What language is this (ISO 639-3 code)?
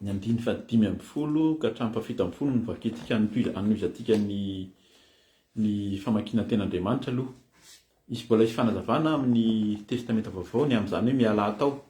mlg